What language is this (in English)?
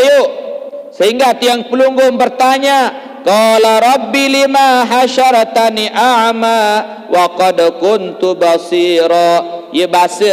Sasak